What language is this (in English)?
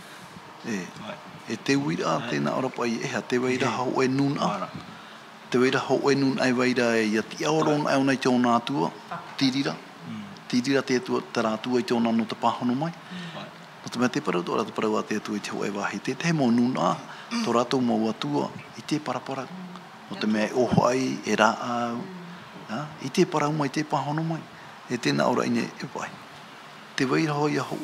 Tahitian